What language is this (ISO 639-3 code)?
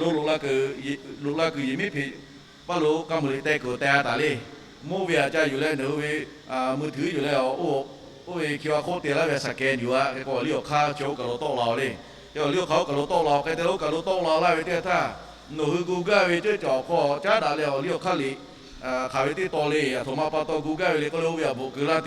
lhu